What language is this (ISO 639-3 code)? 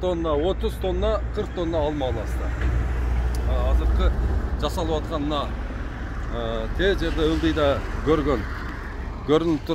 kir